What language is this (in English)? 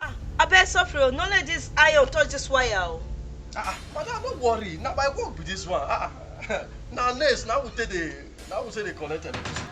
Nigerian Pidgin